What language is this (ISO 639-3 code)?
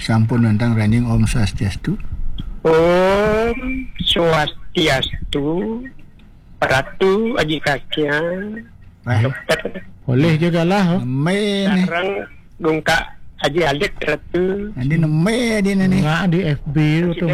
ban